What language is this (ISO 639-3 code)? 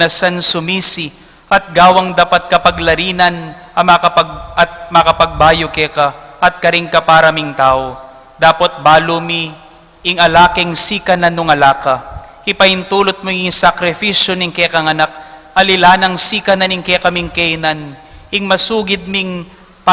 pam